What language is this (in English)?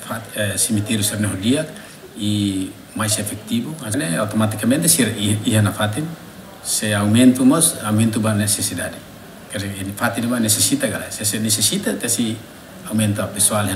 Tetum